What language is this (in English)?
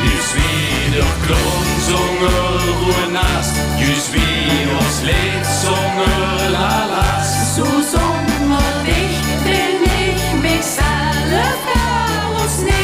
Limburgish